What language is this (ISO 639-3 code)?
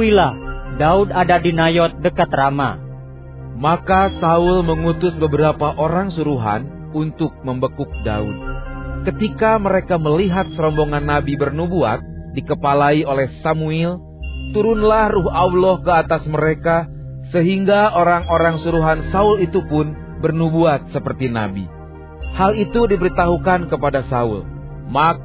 ind